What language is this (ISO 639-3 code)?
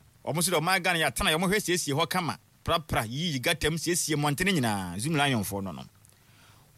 aka